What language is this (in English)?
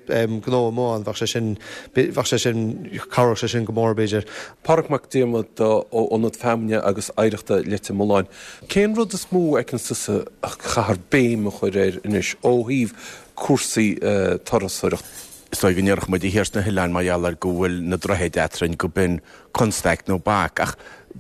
Irish